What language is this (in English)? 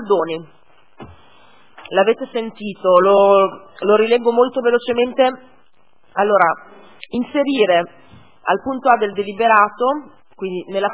Italian